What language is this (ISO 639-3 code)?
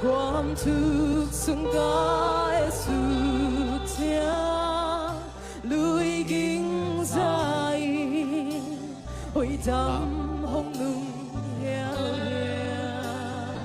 ctd